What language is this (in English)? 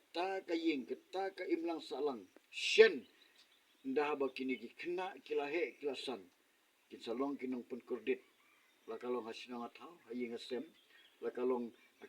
Khasi